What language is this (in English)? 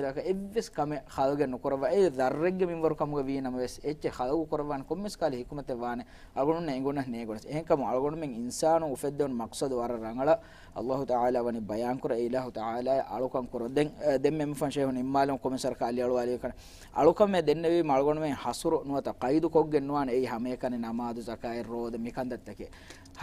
Divehi